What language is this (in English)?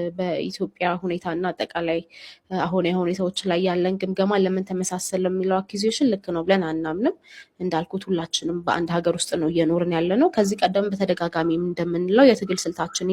Amharic